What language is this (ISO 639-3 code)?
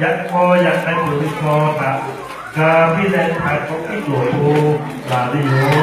lhu